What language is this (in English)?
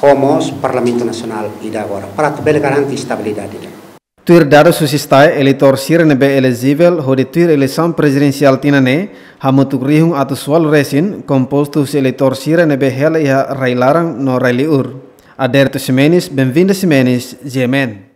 Tetum